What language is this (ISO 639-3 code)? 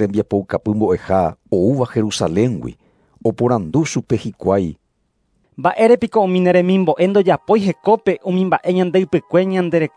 grn